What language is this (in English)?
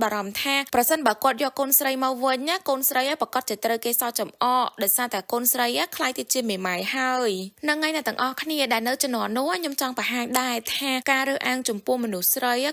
Khmer